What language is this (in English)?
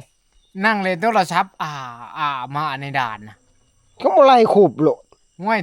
Northeastern Thai